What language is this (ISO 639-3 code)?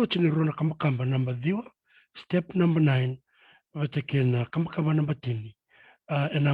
fij